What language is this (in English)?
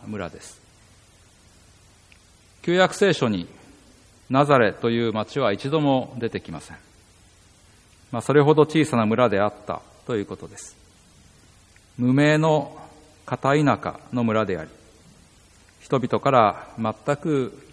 Japanese